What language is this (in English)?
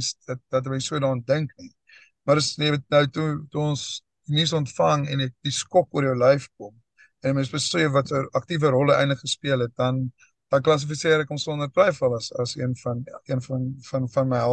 Afrikaans